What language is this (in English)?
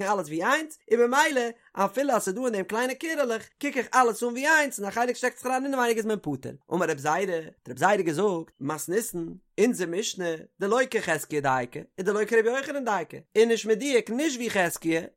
Yiddish